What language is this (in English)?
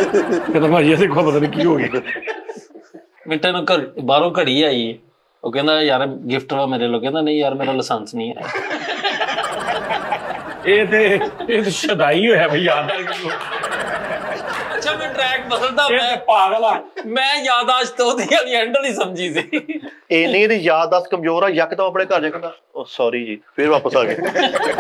Punjabi